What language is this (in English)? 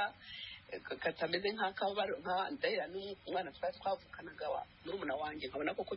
Kinyarwanda